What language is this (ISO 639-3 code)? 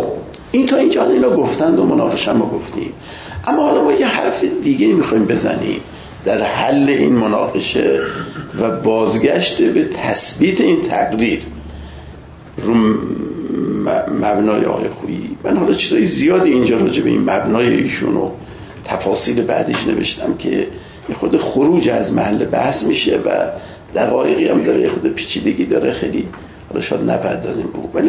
fas